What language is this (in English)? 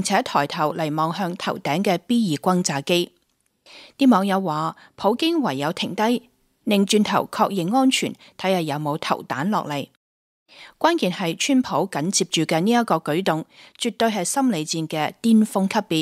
Cantonese